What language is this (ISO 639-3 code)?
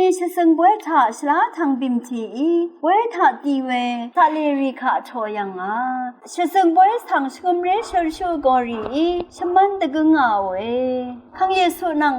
raw